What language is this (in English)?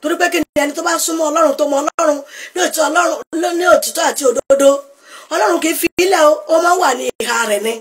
Yoruba